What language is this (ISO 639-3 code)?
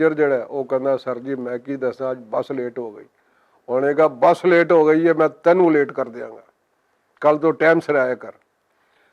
lah